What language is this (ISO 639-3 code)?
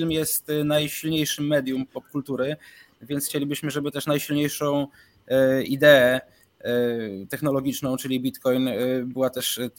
pol